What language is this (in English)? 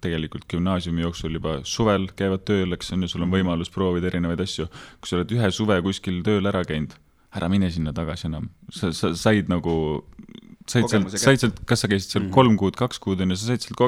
Estonian